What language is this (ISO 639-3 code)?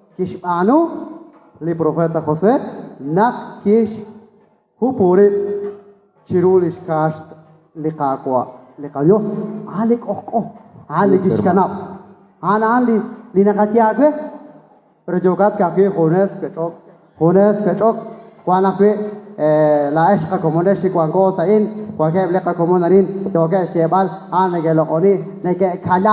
kek